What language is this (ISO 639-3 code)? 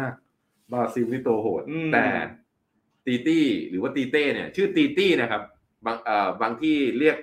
tha